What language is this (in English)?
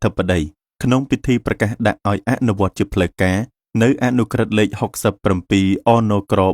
Khmer